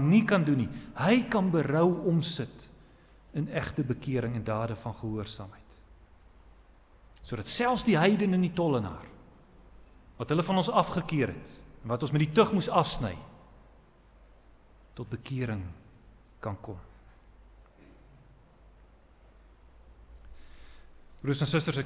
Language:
Afrikaans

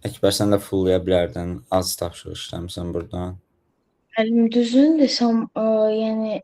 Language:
Azerbaijani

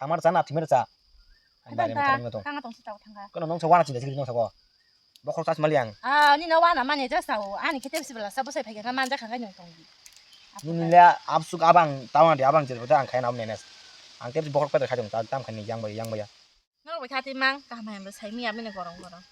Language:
Kok Borok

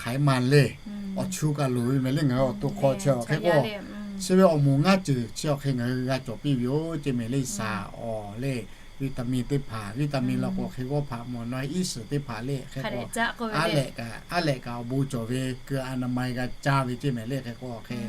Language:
Lahu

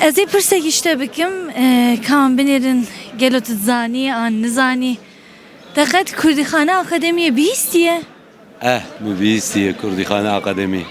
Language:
Kurdish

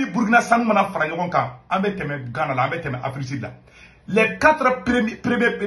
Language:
Bambara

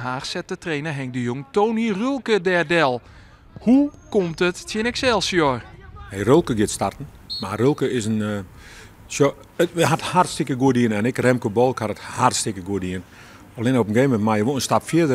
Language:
Western Frisian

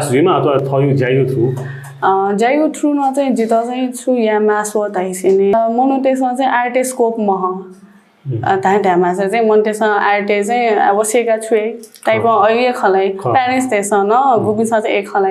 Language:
Newari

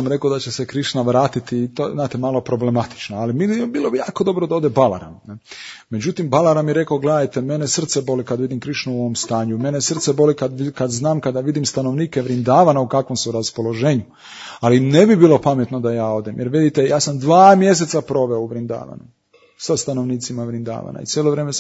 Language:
Croatian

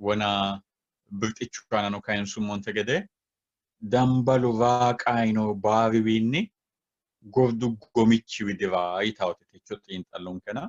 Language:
Sidamo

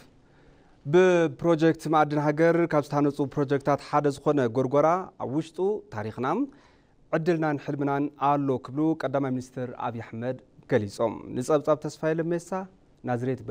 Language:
Tigrinya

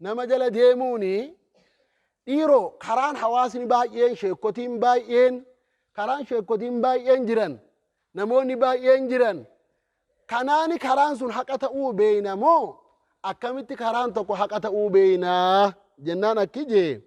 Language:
Oromo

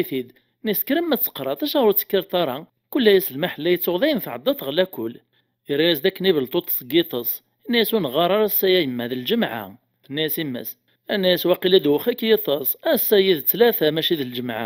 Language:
Kabyle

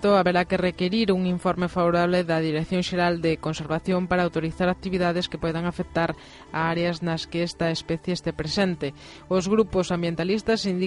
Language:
Galician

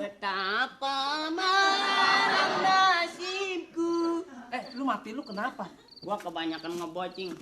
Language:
Betawi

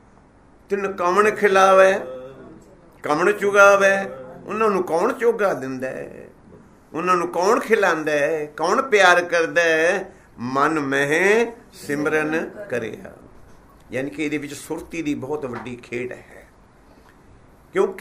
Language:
Punjabi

